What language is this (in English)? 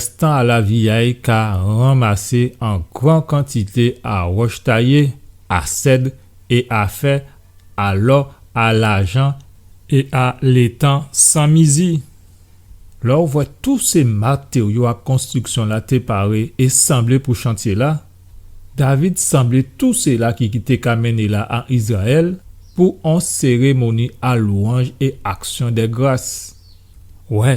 Guadeloupean Creole French